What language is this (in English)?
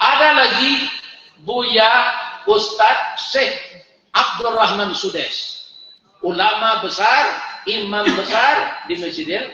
Minangkabau